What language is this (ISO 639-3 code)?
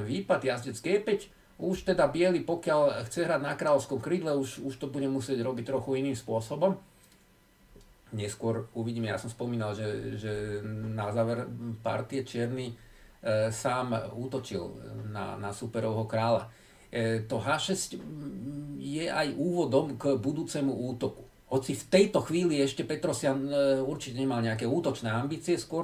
slk